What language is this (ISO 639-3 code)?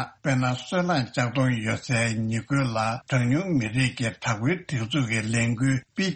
bod